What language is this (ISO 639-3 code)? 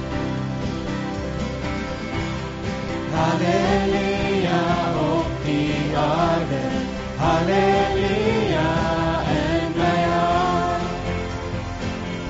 afr